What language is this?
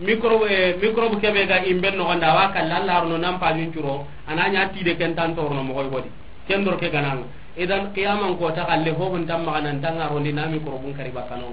Soninke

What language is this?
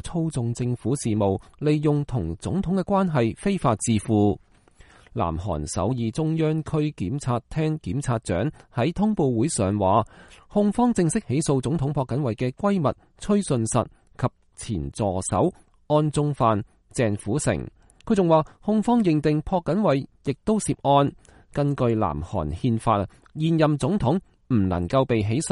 Cantonese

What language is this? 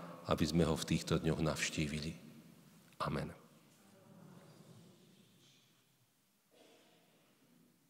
Slovak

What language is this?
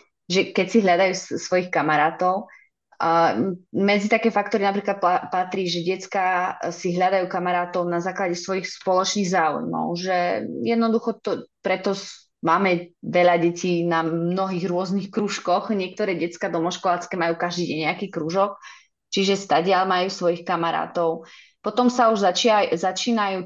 Slovak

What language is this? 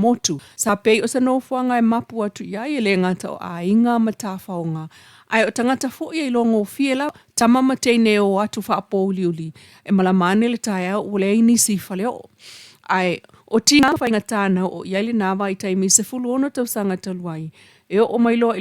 Samoan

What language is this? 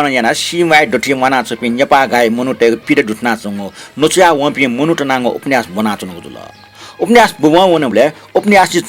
Newari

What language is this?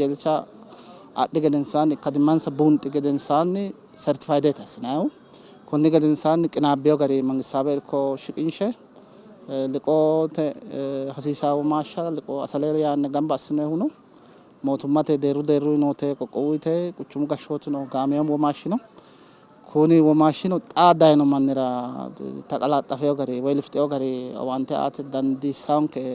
Sidamo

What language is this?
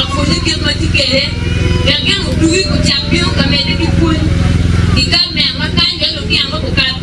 Acoli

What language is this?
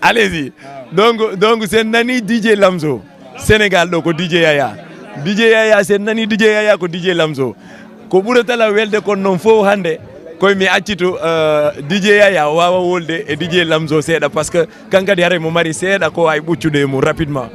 Fula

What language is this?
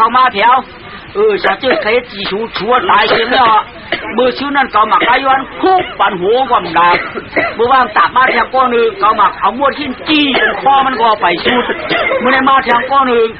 Shan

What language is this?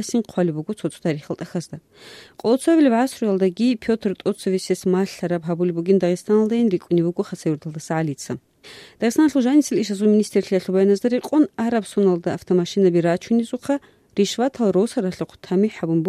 Avaric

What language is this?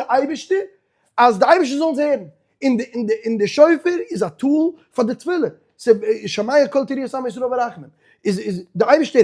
Yiddish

